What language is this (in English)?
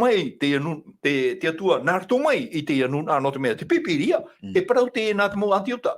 Tahitian